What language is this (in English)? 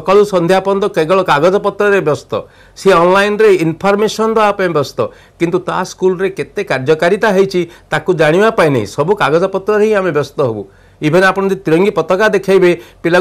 Odia